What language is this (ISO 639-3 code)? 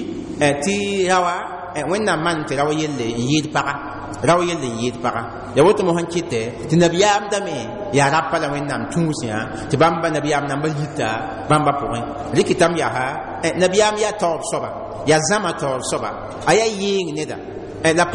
mos